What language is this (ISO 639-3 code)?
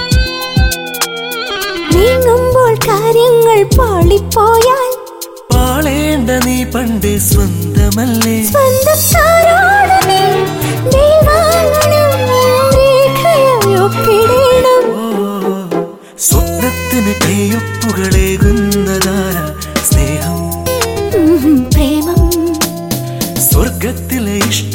mal